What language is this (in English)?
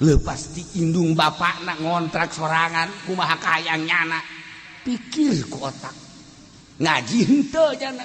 Sundanese